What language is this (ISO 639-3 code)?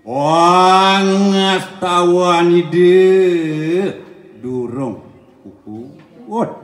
ban